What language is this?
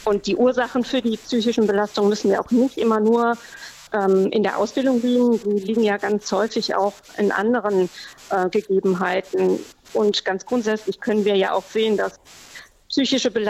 German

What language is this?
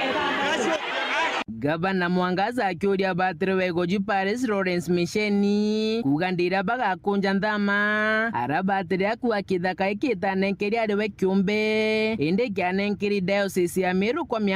Meru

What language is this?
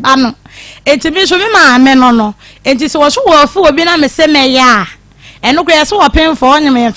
Akan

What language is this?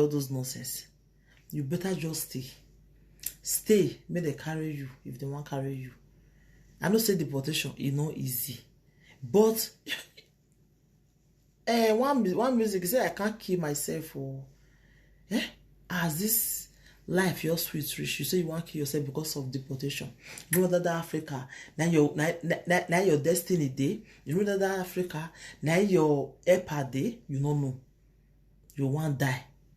Nigerian Pidgin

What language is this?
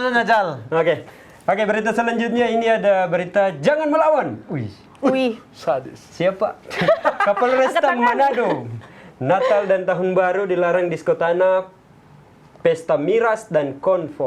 Manado Malay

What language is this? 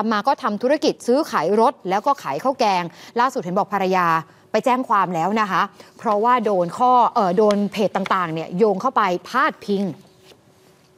Thai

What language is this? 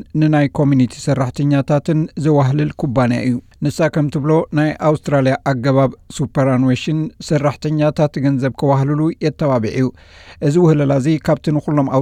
Tigrinya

